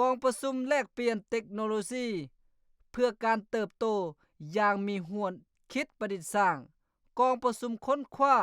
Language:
Lao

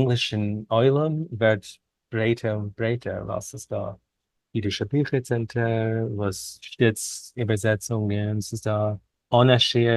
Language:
Yiddish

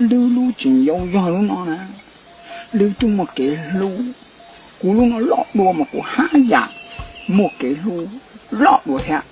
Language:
Hmong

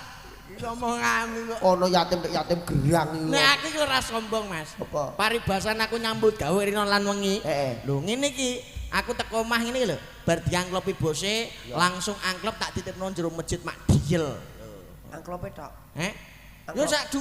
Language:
Javanese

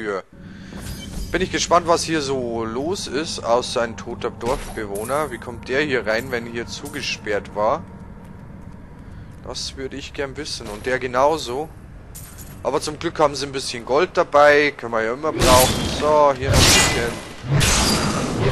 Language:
German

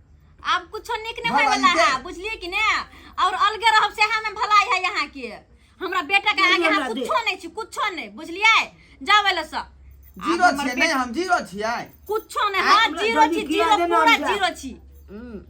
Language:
Maithili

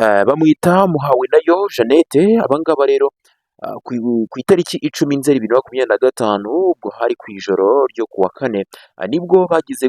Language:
Kinyarwanda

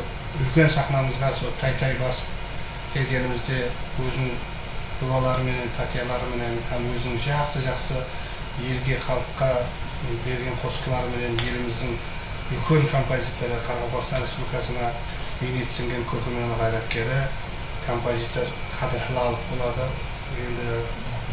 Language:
Kara-Kalpak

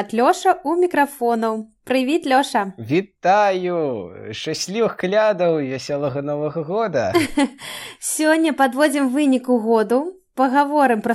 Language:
Belarusian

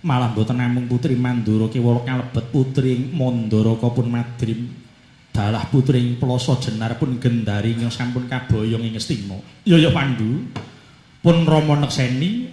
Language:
Javanese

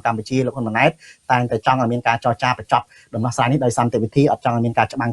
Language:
Khmer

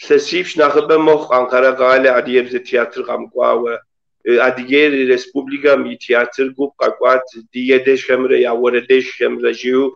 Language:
Kabardian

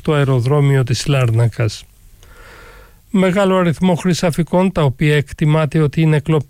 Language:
Greek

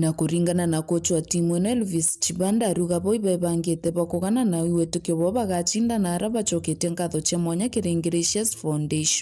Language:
Meru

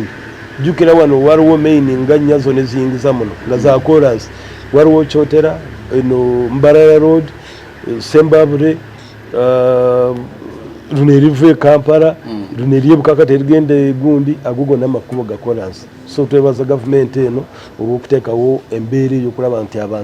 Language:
Ganda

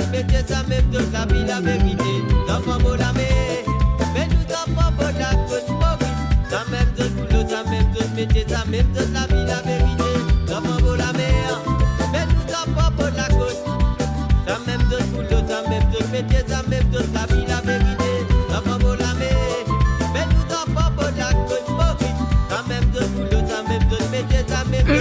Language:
Morisyen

